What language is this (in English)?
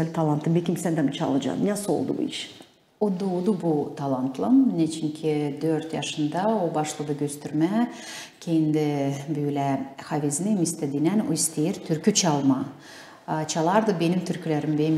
Gagauz